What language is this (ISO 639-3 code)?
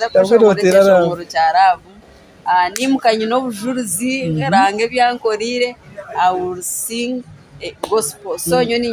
nyn